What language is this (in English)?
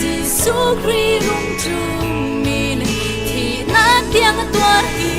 Falam Chin